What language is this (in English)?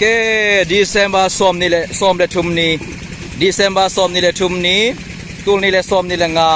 Tedim Chin